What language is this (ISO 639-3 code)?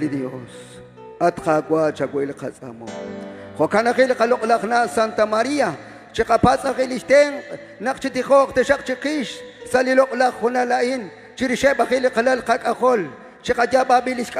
kek